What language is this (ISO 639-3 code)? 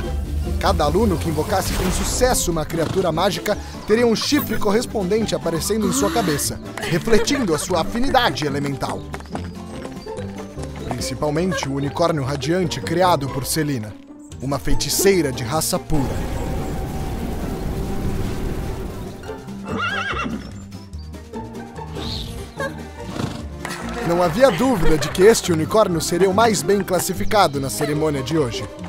por